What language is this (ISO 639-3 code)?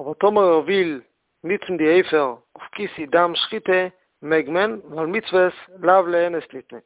yid